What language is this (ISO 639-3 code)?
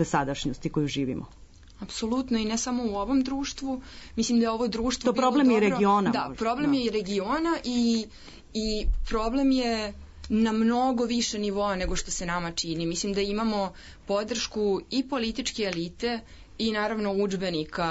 srp